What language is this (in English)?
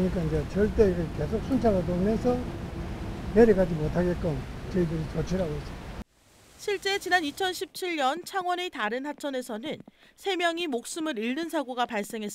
Korean